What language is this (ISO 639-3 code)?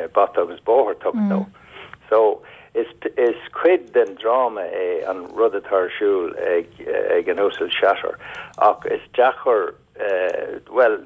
gle